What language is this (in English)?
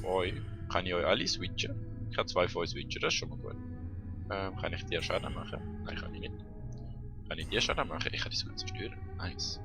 Swiss German